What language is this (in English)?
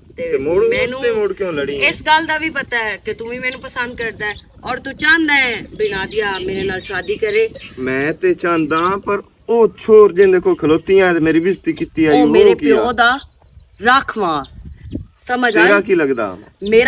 Western Panjabi